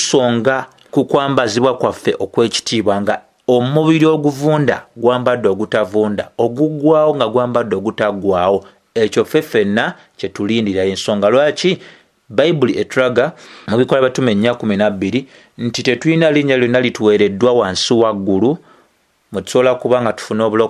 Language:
Ganda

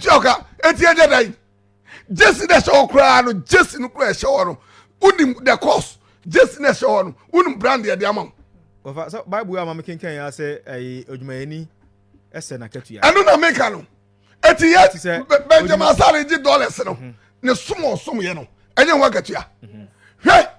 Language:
Akan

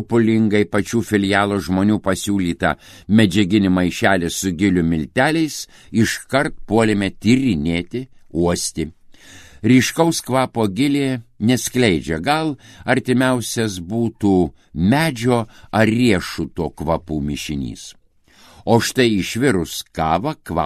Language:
Lithuanian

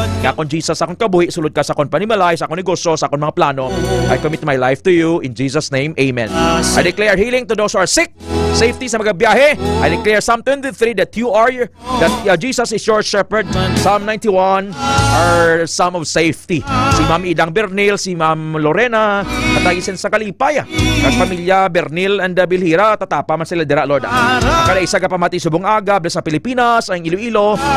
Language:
Hiligaynon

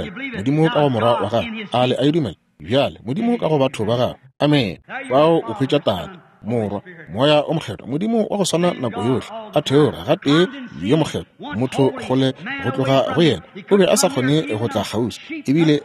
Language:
Northern Sotho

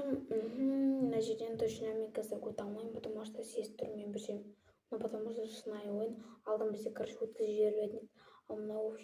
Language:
Kazakh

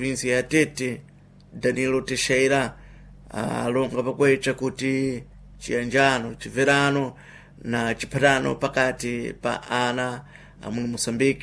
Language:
Sena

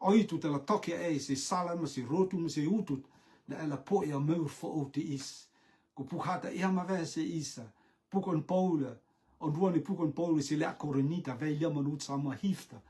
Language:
Rotuman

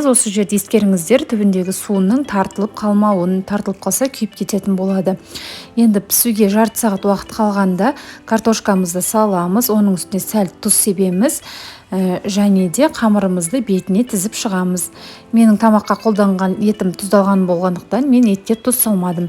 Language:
Kazakh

